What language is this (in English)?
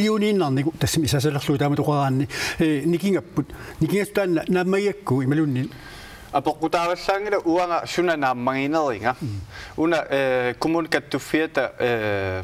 Kalaallisut